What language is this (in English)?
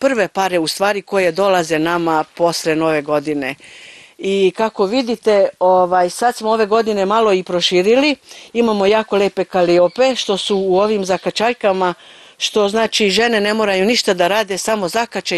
Serbian